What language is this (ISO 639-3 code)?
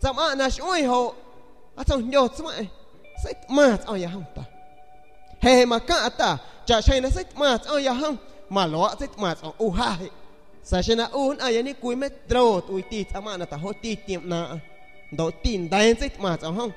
azg